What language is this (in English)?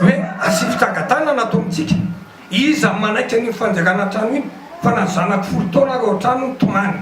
Malagasy